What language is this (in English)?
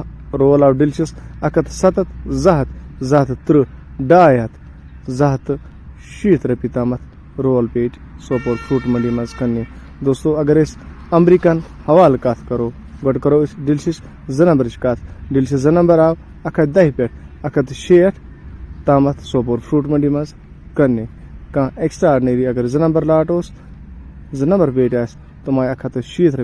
Kashmiri